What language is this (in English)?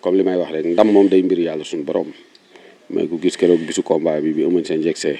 Wolof